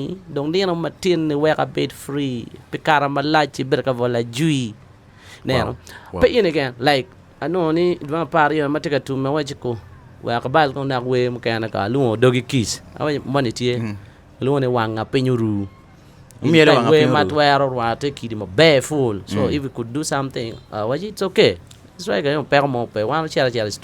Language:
Acoli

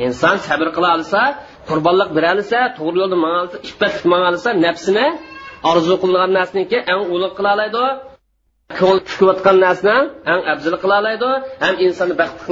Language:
Uyghur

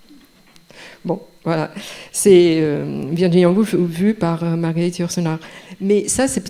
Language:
French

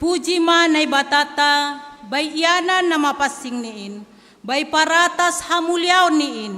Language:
Batak Simalungun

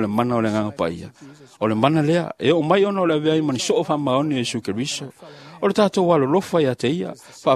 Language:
Samoan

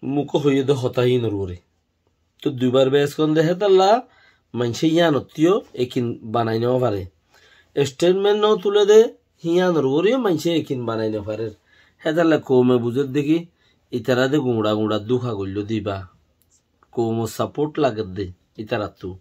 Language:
Rohingya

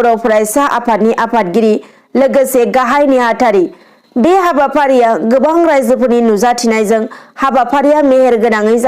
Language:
Bodo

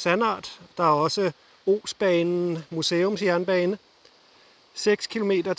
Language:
Danish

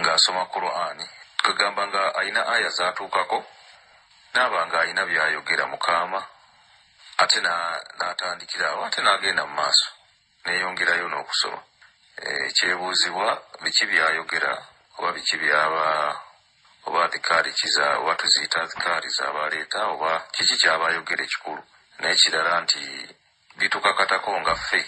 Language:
Ganda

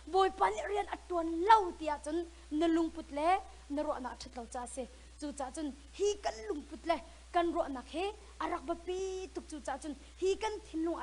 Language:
Hakha Chin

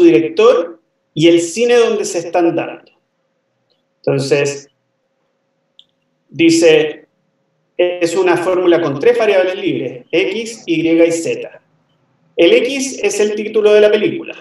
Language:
Spanish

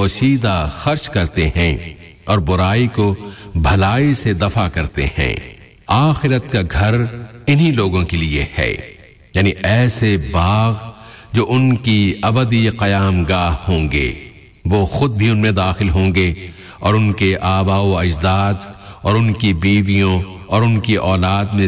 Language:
Urdu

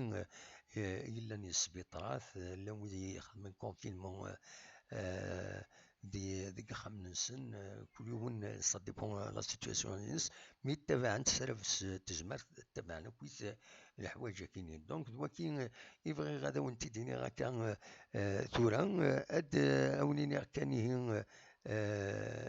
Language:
Kabyle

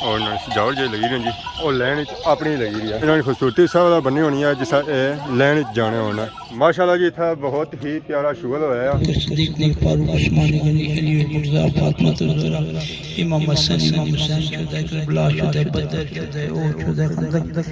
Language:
Pahari-Potwari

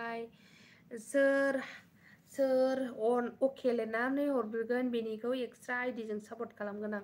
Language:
Bodo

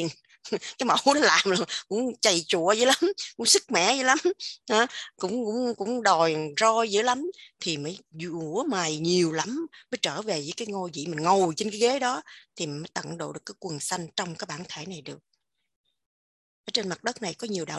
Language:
Vietnamese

